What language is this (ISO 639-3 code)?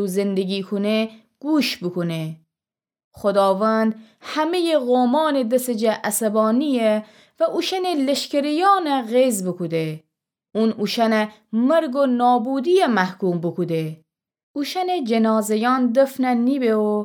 glk